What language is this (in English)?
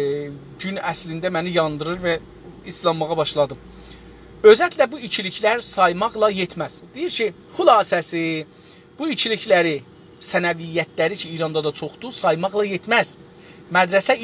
South Azerbaijani